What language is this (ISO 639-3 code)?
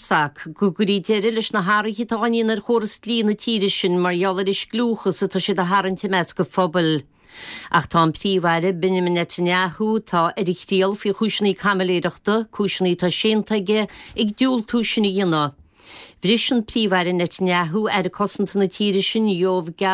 gle